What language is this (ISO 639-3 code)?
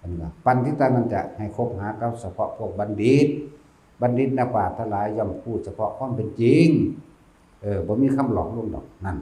lao